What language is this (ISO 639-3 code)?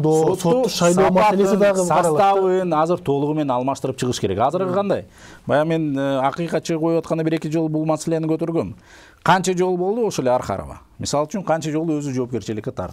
kir